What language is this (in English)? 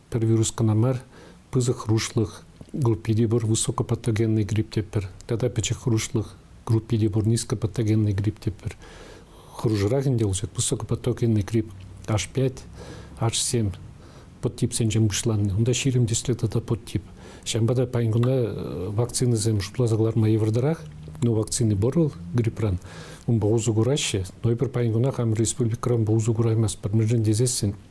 Chuvash